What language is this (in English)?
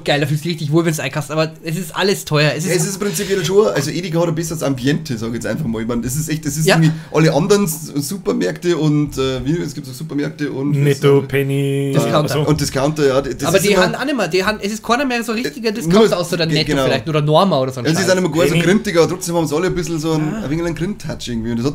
Bavarian